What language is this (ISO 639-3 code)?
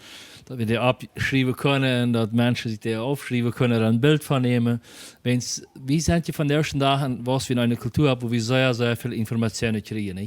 pdt